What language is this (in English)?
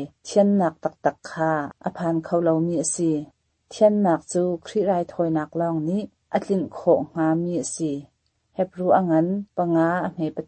Hakha Chin